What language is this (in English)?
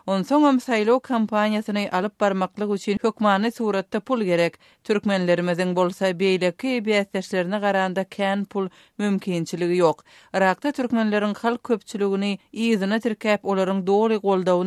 Turkmen